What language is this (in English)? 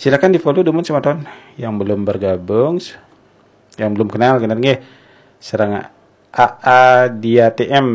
Balinese